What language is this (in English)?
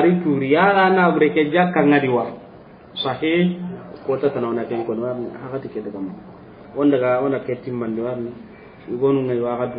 Soninke